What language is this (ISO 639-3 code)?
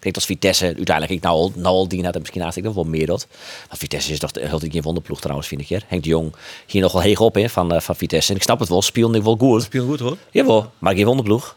fry